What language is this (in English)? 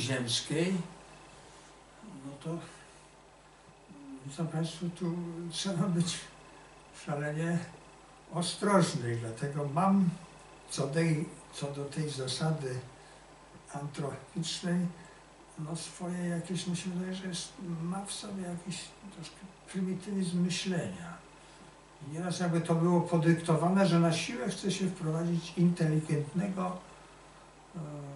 Polish